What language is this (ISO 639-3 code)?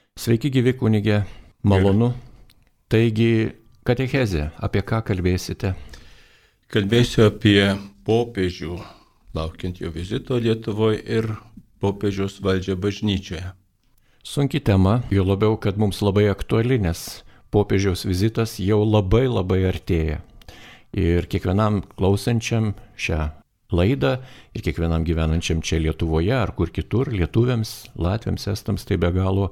lit